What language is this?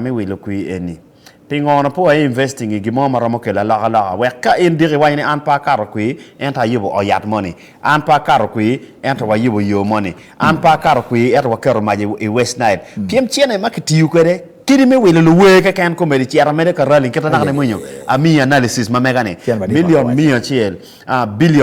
Acoli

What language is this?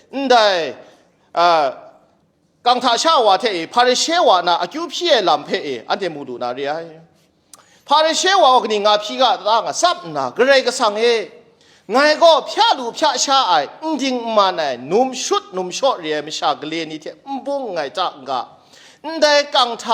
Kachin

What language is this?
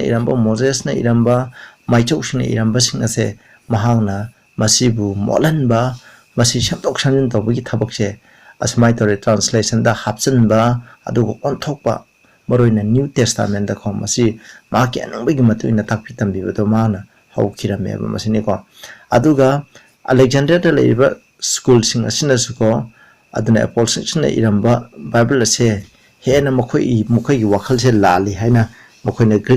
Manipuri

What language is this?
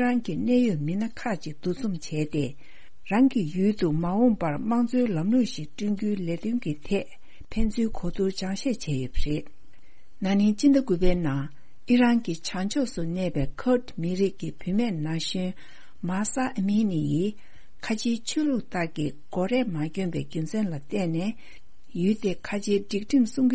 Tibetan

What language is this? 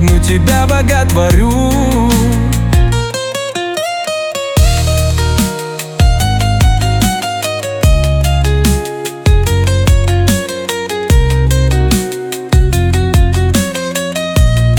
Russian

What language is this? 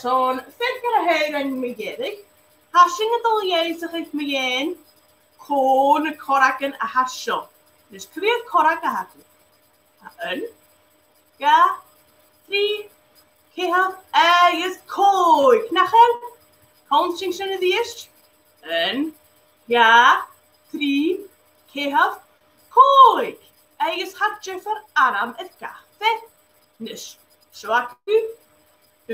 Scottish Gaelic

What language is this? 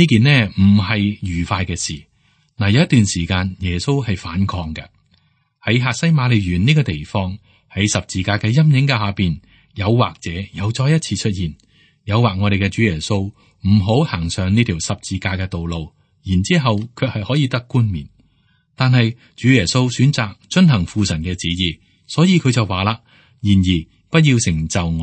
Cantonese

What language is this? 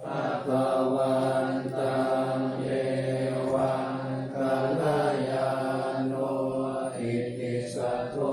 Pali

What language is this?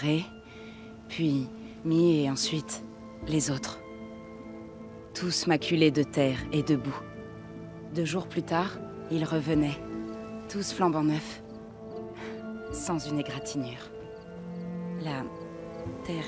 French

